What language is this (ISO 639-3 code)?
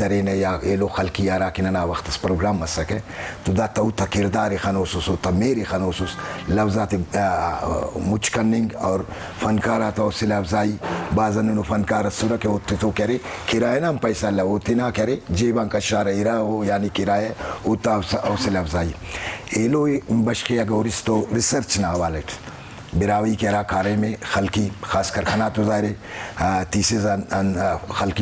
brh